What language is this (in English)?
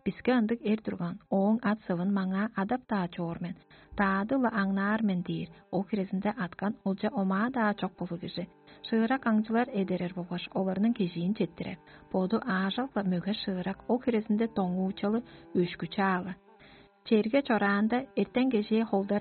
Tuvinian